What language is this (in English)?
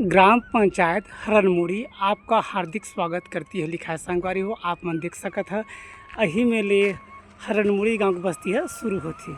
Chhattisgarhi